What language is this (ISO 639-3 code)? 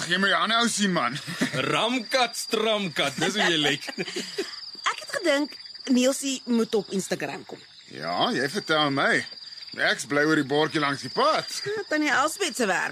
afr